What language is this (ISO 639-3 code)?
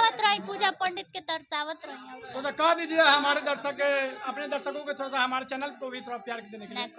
bho